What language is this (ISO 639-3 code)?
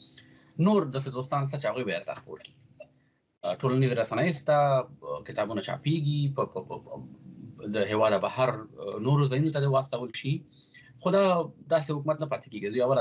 pus